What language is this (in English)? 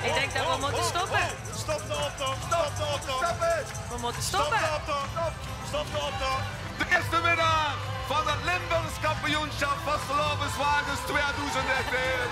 Limburgish